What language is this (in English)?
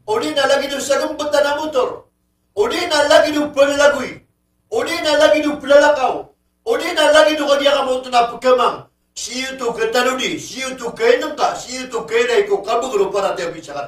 Maranao